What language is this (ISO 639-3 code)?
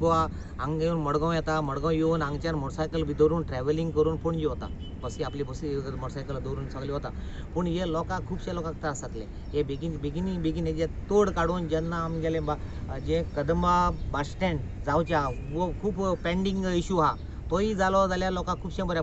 kok